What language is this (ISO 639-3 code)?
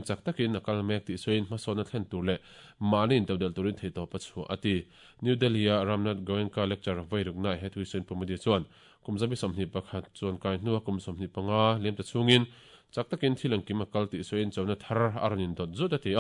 lus